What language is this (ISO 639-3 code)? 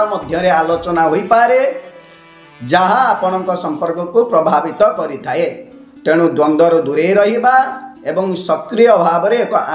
ori